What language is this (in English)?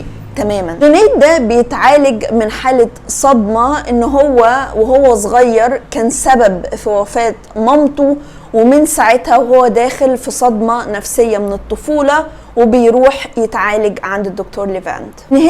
Egyptian Arabic